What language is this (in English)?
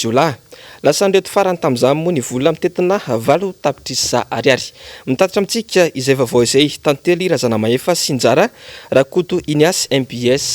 Malagasy